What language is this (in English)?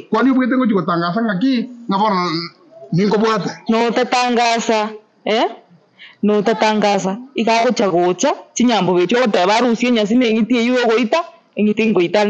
Gusii